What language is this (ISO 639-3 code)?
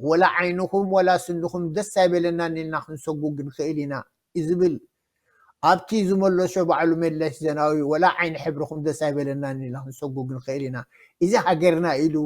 tir